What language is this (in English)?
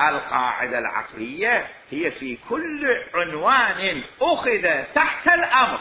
Mesopotamian Arabic